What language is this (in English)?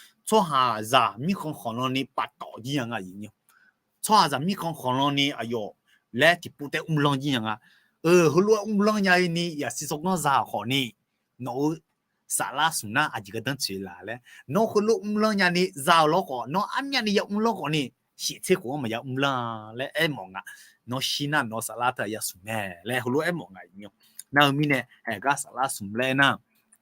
Akha